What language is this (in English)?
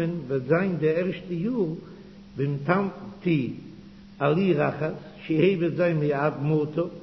Yiddish